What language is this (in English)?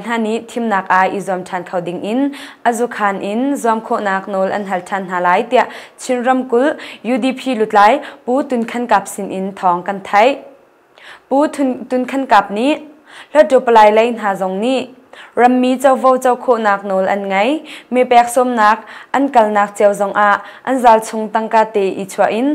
Hakha Chin